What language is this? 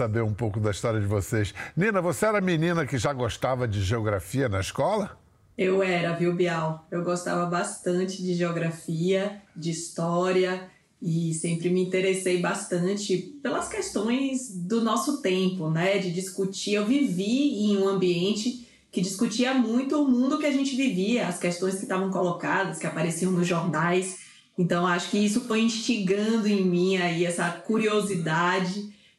Portuguese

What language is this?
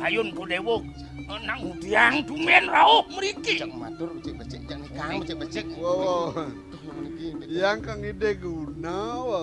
Balinese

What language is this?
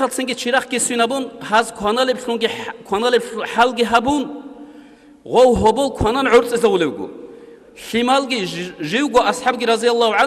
Avaric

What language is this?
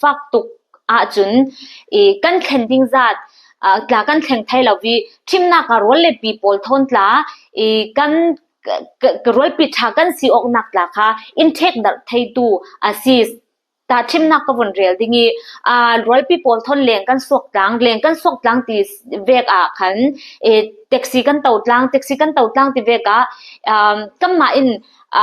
Falam Chin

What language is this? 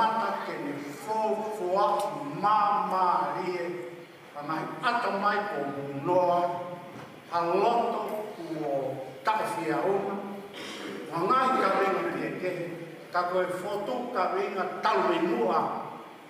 Tongan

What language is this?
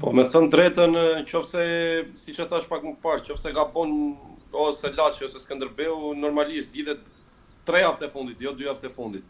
Albanian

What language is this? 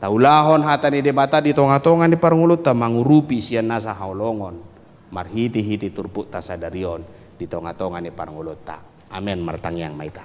Batak Toba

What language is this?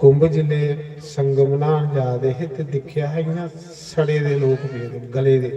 Dogri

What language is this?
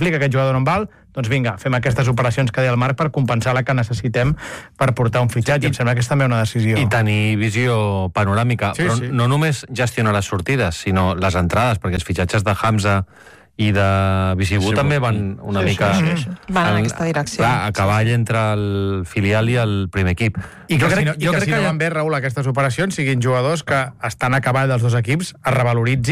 Catalan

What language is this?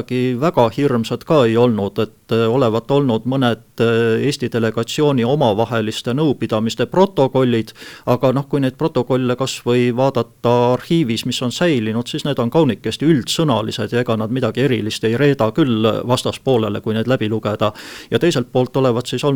Estonian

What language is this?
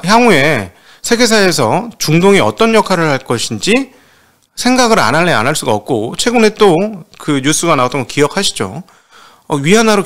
Korean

